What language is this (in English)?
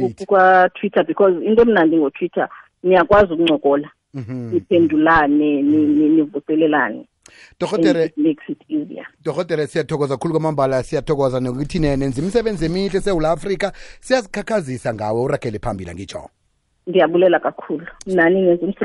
Xhosa